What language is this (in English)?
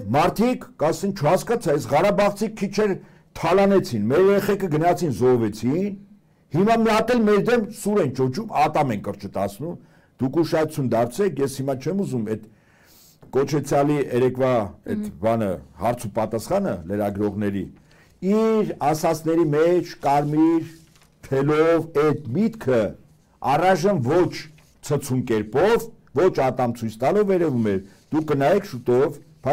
Armenian